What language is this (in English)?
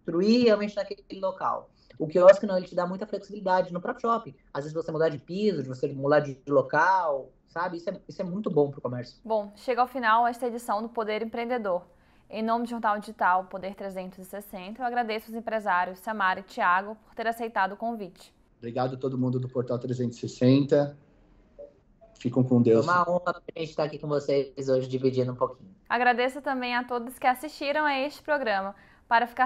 Portuguese